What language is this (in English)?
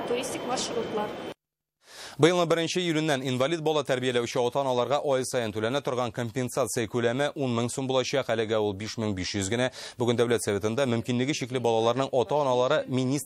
Tatar